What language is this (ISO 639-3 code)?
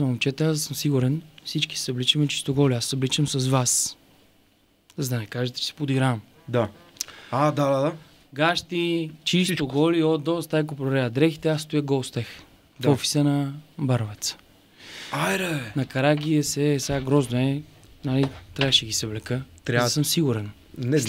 bul